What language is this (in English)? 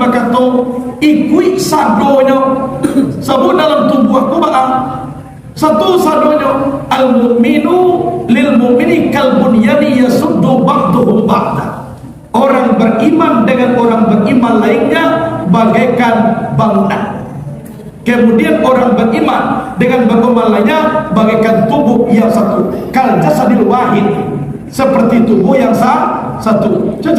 Minangkabau